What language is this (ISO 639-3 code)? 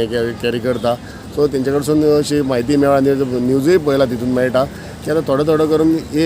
kok